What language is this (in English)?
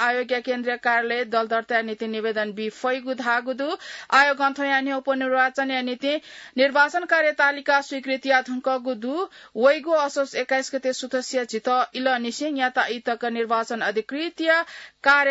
Newari